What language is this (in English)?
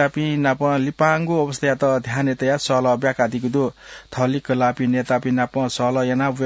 Newari